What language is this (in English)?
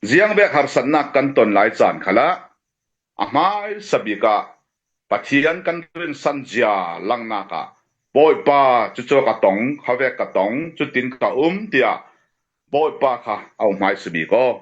Falam Chin